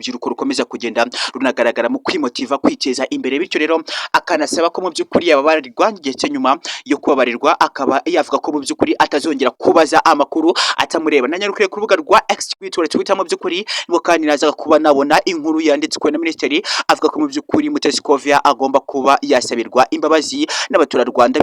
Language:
Kinyarwanda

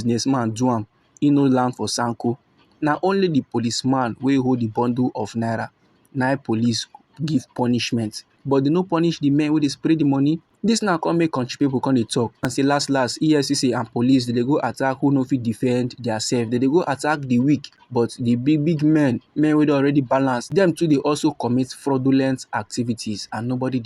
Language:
Nigerian Pidgin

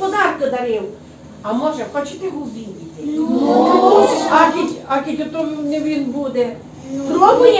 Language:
Rusyn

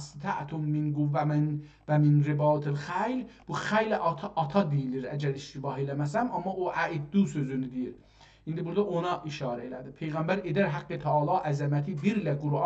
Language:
South Azerbaijani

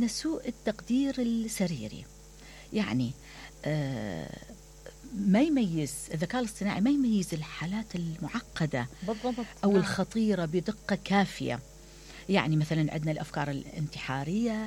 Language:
Mesopotamian Arabic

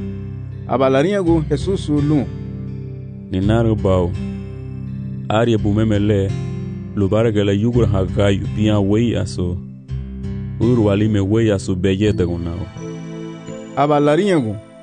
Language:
Garifuna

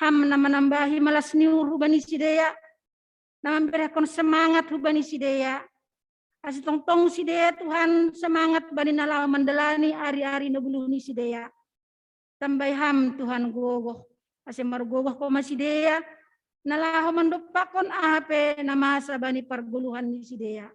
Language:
Batak Simalungun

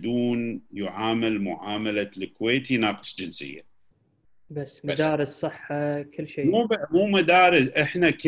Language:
Gulf Arabic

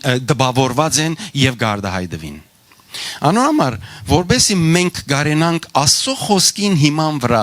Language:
Western Armenian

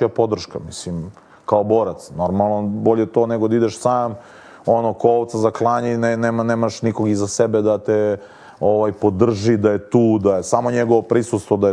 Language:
Serbian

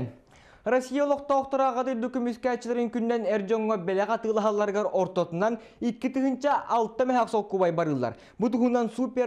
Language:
Yakut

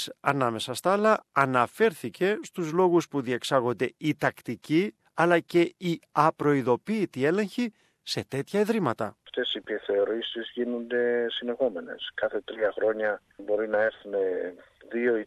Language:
Greek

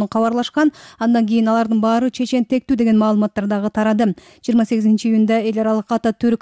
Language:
Kyrgyz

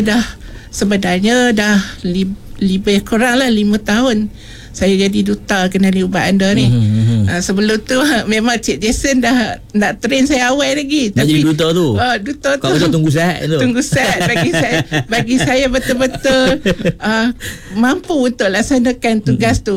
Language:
Malay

